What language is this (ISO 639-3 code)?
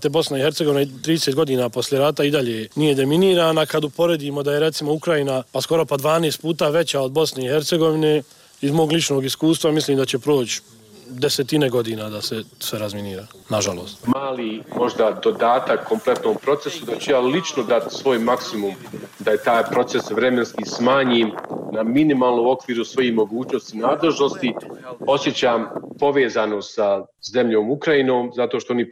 bos